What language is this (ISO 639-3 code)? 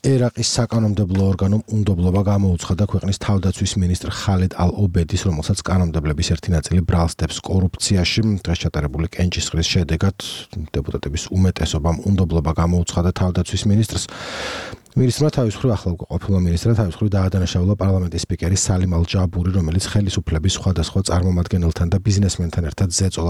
kat